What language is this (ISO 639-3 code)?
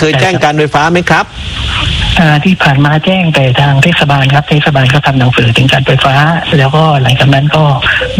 tha